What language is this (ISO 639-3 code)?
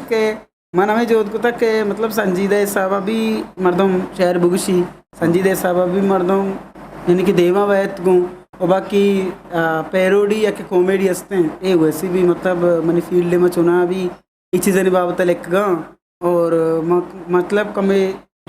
bgp